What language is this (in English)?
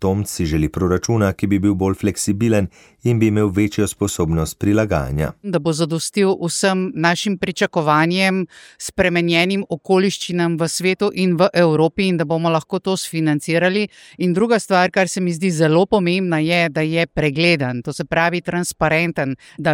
Slovenian